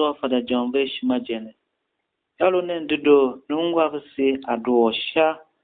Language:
Tiv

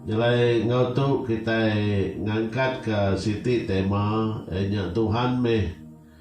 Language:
Iban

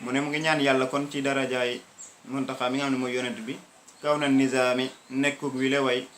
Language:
Wolof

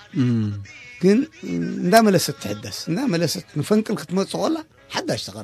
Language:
Tigrinya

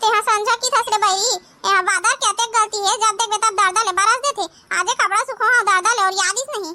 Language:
Chhattisgarhi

